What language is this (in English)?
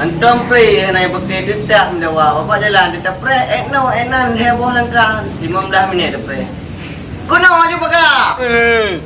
Achinese